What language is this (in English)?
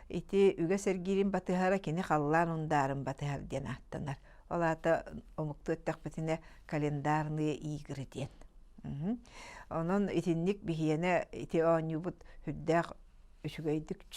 Yakut